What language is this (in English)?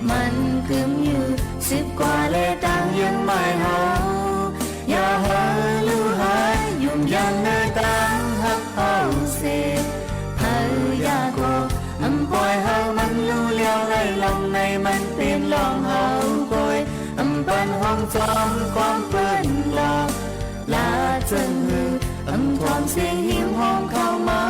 Shan